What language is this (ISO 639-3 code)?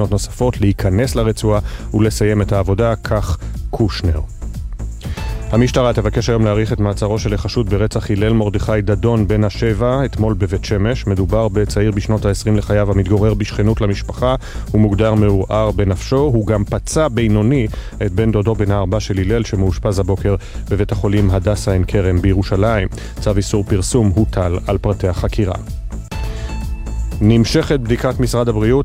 heb